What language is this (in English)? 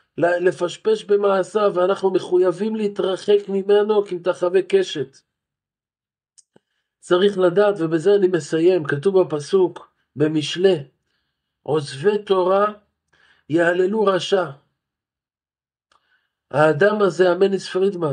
Hebrew